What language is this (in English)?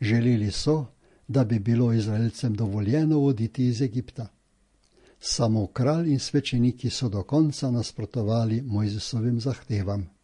Slovenian